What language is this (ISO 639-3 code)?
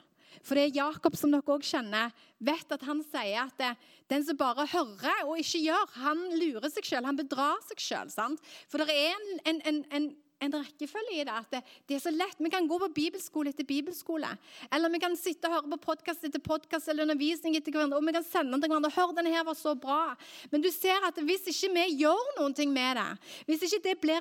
nor